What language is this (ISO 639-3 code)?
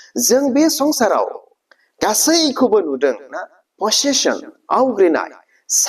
brx